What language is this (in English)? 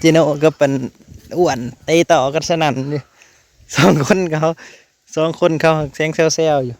Northeastern Thai